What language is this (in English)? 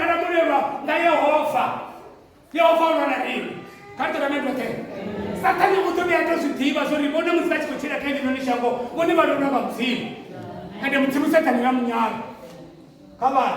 Venda